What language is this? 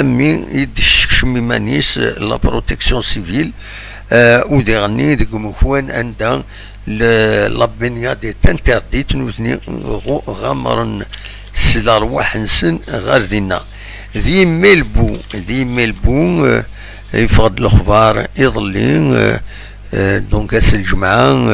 Kabyle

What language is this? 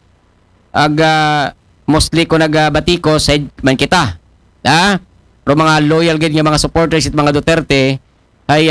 Aklanon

